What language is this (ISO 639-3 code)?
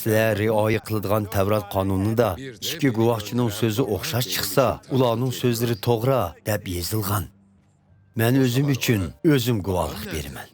uig